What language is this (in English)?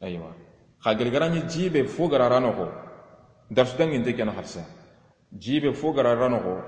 Soninke